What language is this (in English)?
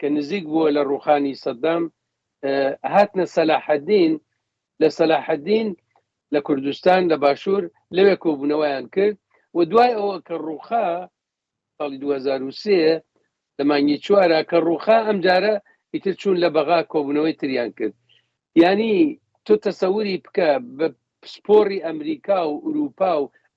Central Kurdish